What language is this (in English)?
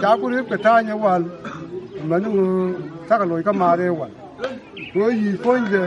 Nuer